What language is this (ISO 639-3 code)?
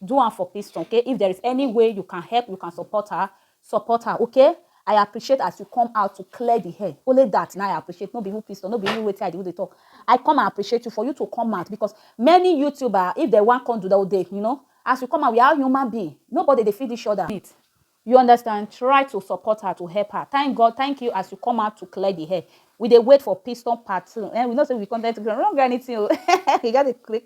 pcm